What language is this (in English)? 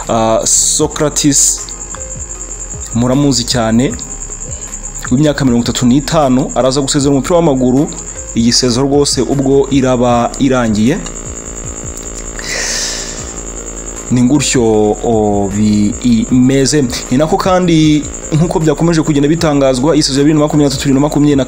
Kinyarwanda